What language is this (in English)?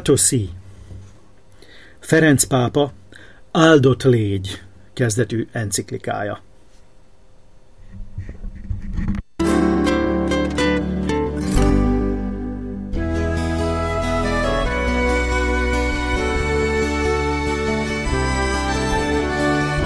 Hungarian